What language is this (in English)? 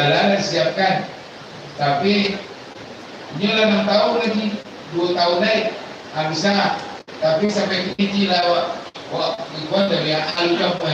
Minangkabau